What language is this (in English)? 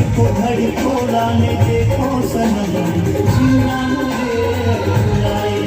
Chhattisgarhi